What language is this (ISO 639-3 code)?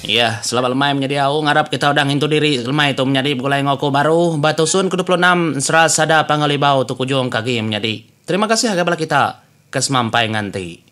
iba